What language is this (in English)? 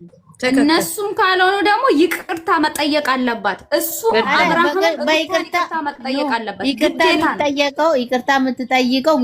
Amharic